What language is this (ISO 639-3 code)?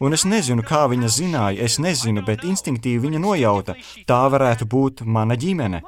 lav